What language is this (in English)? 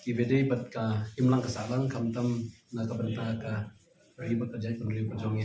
Khasi